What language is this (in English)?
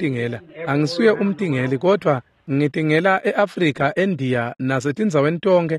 Swati